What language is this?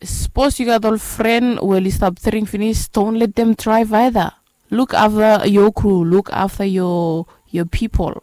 Bislama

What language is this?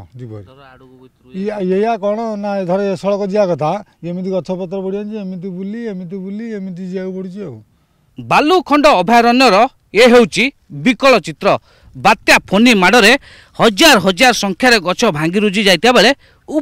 Odia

